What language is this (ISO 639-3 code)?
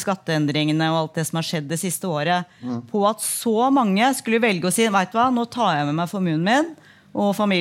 nor